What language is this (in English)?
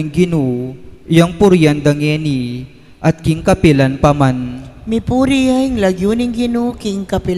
Pampanga